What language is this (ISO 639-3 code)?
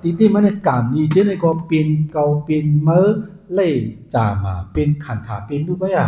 shn